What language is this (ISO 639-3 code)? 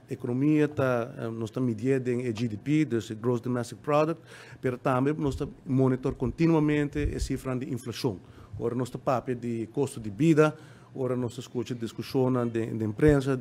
pap